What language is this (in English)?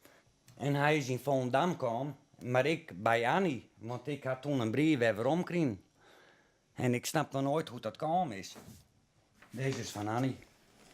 Western Frisian